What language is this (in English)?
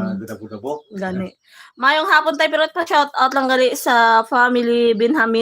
Hiligaynon